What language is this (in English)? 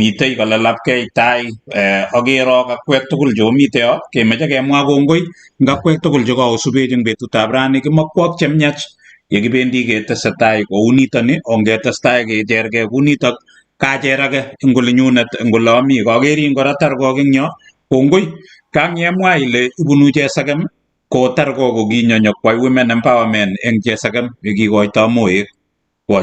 Kalenjin